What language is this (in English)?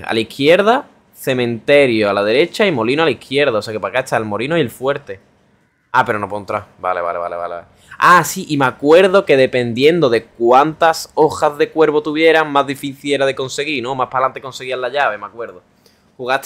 Spanish